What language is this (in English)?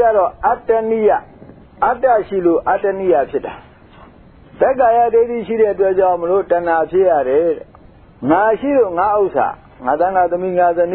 Burmese